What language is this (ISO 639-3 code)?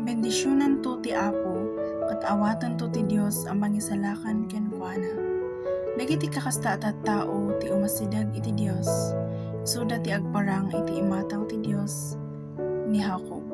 ilo